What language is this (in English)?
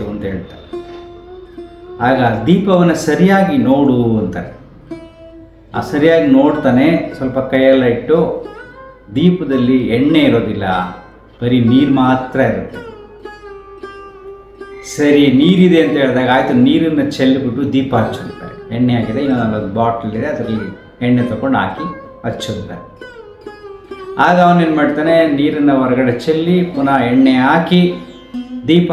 Kannada